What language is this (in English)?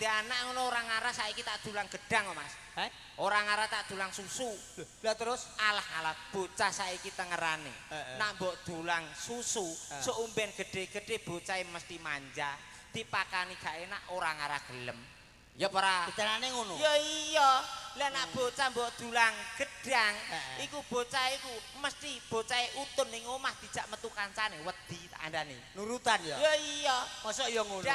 Javanese